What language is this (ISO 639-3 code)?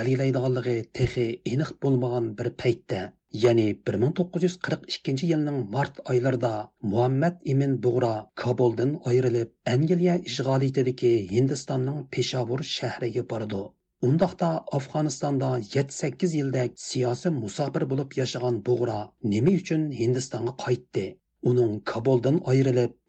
uig